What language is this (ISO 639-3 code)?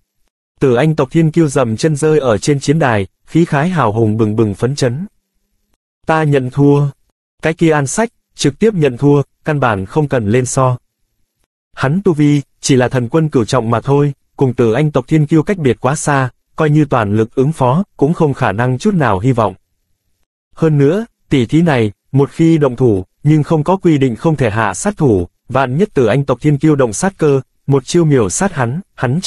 vie